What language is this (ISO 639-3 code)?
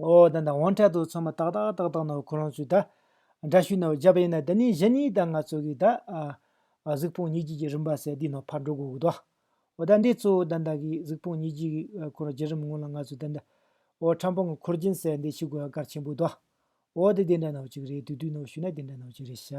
bod